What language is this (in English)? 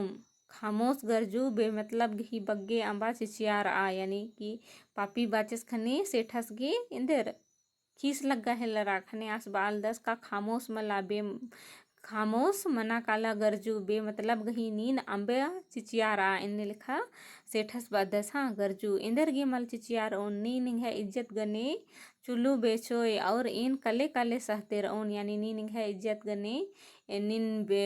Kurukh